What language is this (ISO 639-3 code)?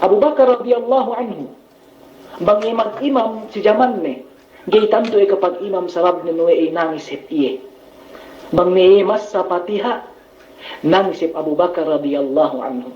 yka